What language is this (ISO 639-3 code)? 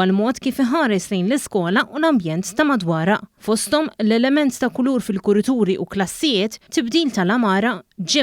mlt